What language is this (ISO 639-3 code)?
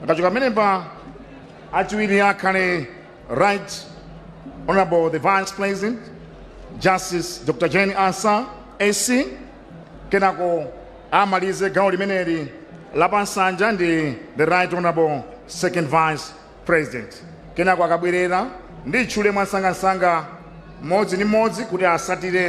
nya